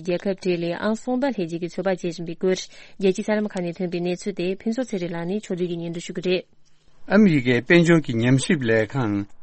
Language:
Tibetan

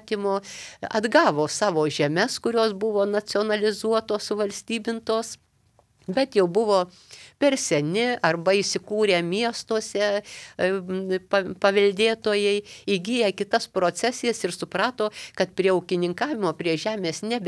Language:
Lithuanian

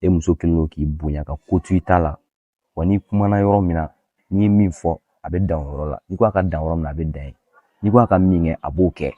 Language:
Bambara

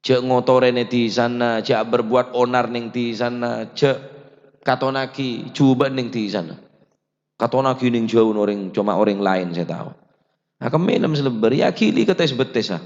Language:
Madurese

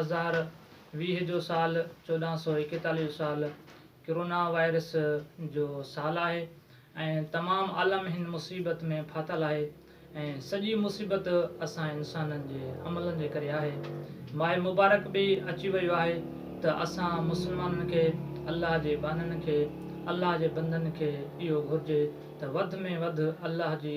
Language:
Sindhi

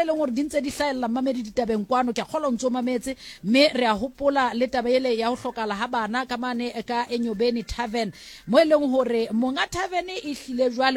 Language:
Southern Sotho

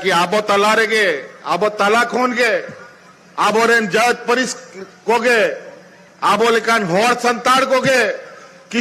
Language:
Santali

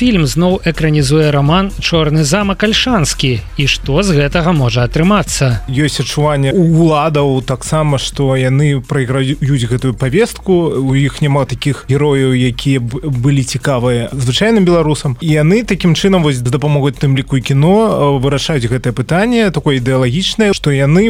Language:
Belarusian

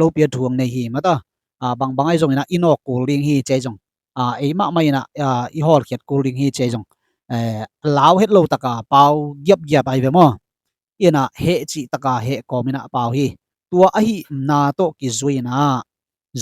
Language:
Tedim Chin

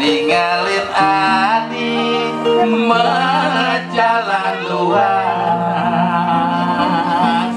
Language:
Balinese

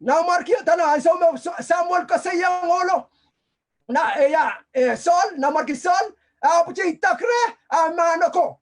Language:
Pohnpeian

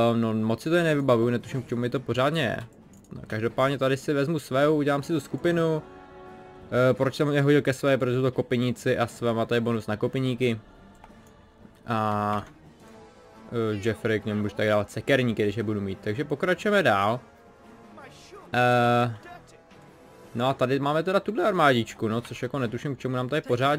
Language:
Czech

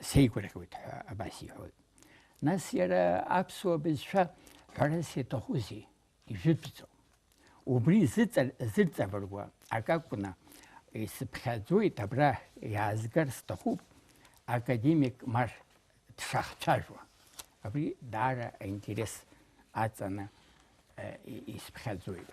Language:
Abkhazian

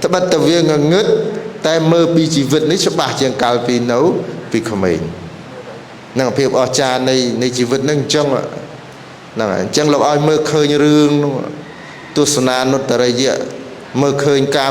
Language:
Khmer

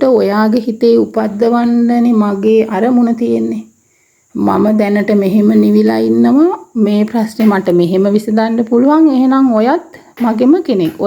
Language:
Sinhala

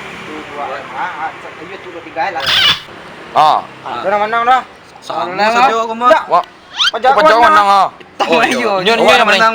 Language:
Minangkabau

